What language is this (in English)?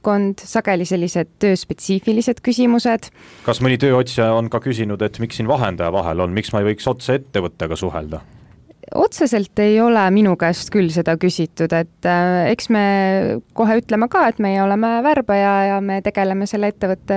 Estonian